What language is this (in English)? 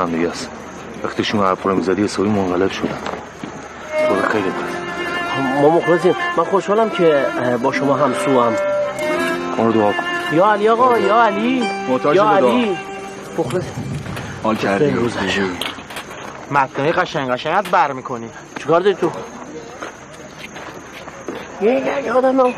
Persian